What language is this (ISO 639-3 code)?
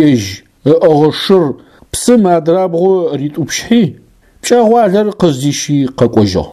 ady